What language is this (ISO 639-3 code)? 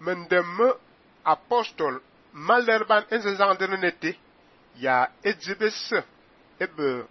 fan